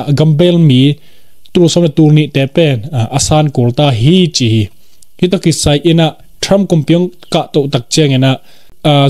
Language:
Tedim Chin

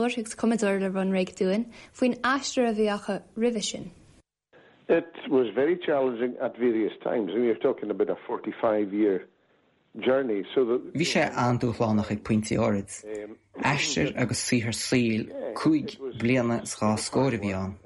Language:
Irish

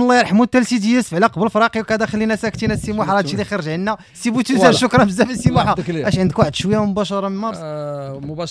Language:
Moroccan Arabic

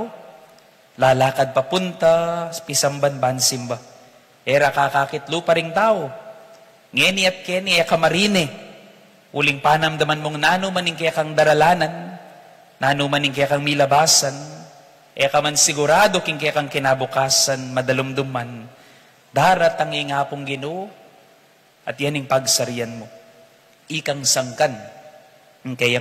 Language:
Pampanga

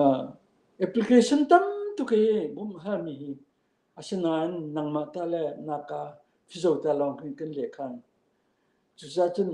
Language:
Falam Chin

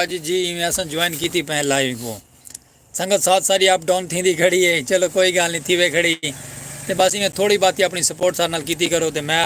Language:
Saraiki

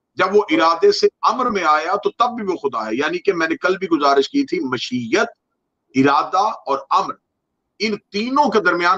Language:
Urdu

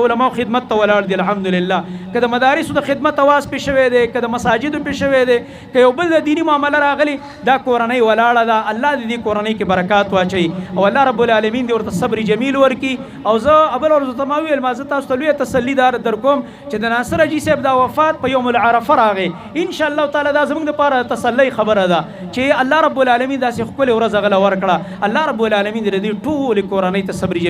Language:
Pashto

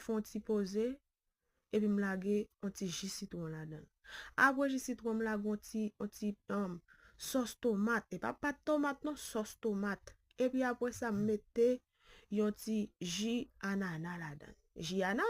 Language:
Haitian Creole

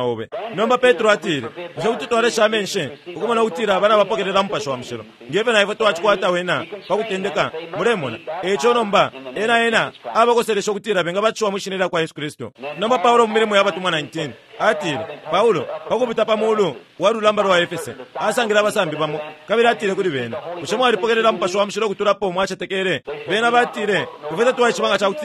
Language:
Bemba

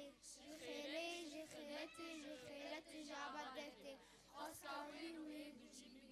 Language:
Kurdish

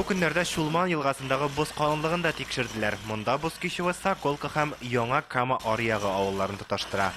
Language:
Tatar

